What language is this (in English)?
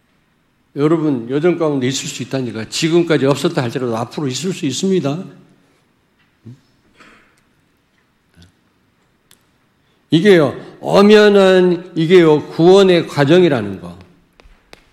Korean